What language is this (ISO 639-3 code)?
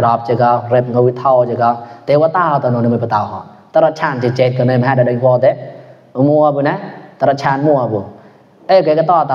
mnw